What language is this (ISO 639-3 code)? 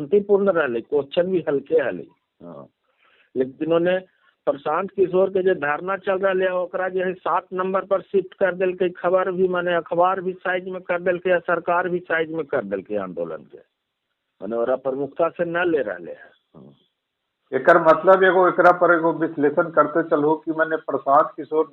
mag